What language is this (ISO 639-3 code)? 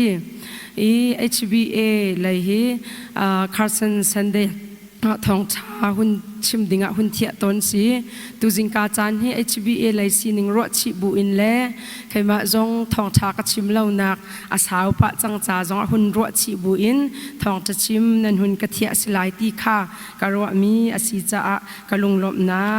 cnh